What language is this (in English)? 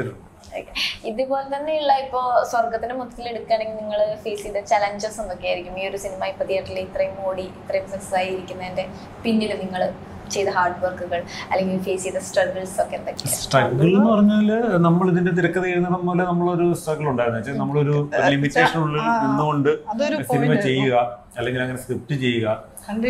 Malayalam